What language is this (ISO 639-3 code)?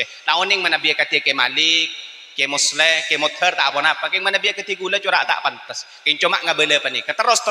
mad